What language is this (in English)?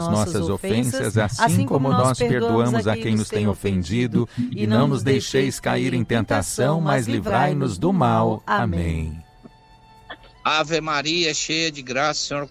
Portuguese